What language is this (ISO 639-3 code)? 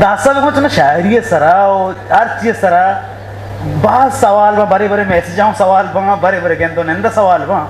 bgp